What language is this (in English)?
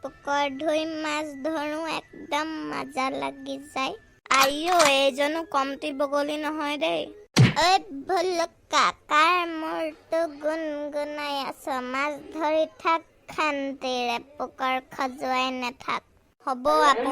Assamese